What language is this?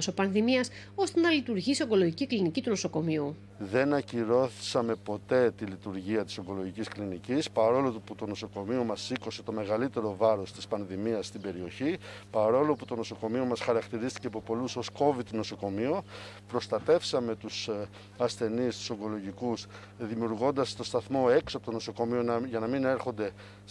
Greek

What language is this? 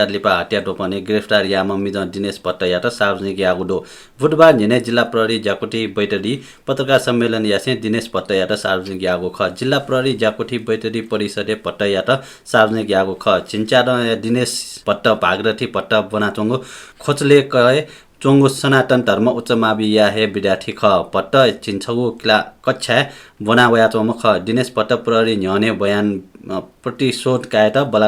Newari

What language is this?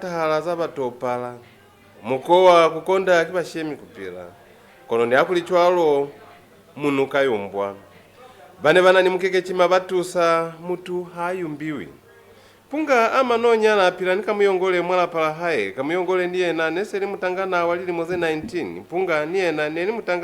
Lozi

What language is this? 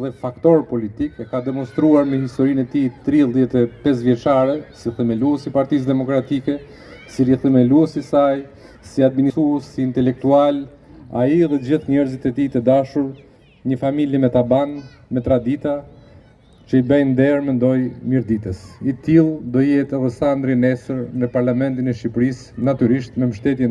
Albanian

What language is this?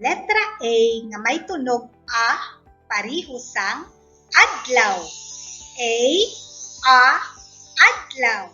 Hiligaynon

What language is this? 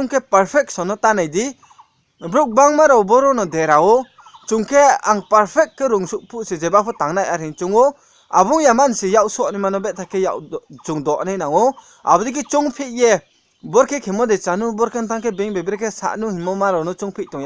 Riang (India)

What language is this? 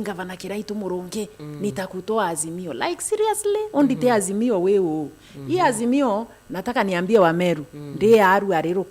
Meru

